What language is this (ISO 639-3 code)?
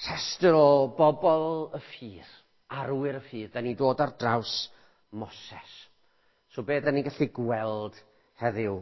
cym